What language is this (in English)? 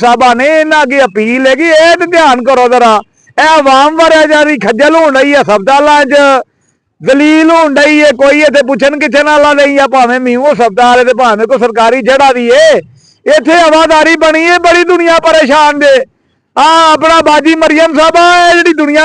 Western Panjabi